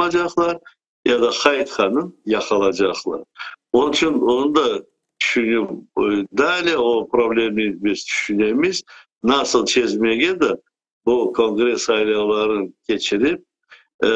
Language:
Crimean Tatar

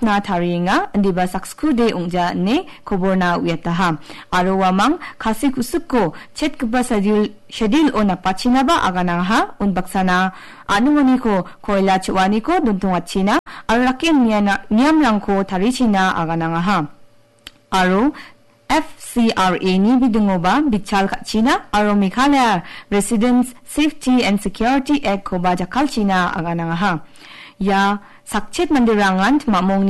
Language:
Garo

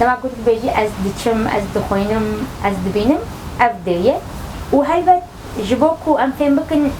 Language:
Kurdish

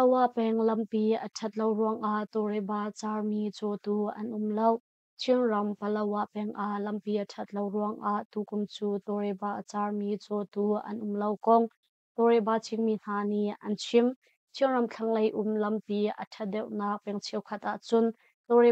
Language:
Hakha Chin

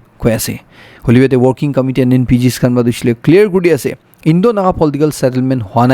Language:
Naga Pidgin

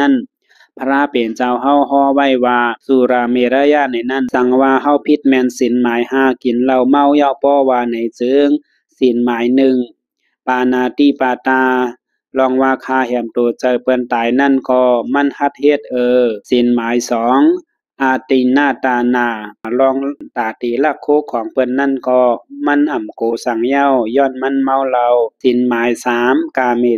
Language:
Shan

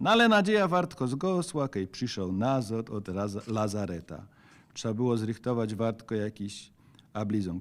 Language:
Silesian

